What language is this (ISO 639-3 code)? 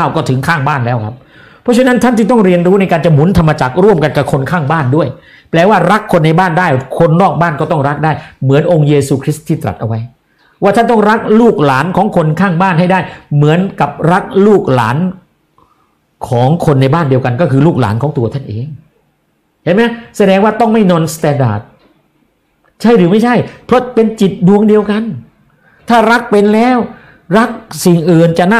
tha